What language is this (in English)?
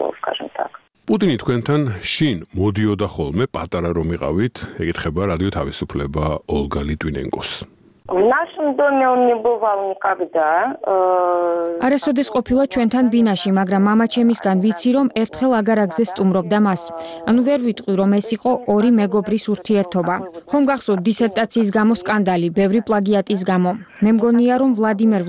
Georgian